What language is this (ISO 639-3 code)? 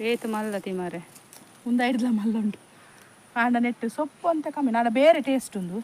tcy